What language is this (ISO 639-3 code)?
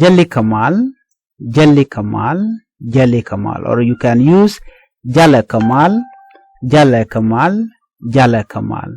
nus